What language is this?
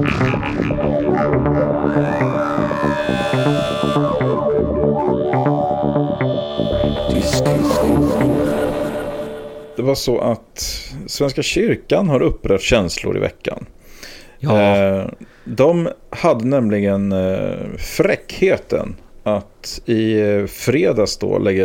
Swedish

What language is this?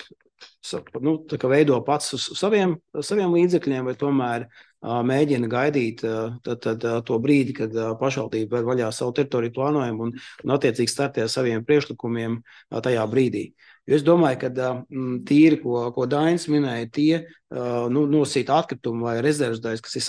Latvian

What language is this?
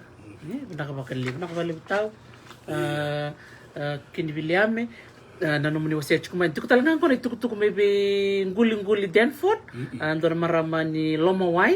Fijian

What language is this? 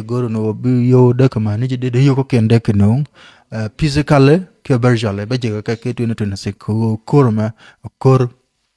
Nuer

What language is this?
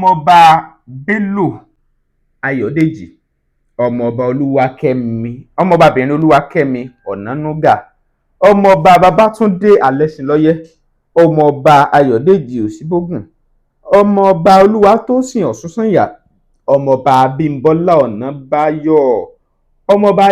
Yoruba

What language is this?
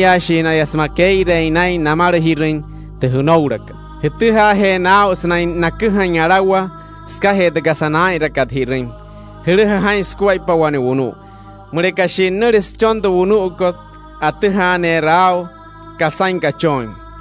Wayuu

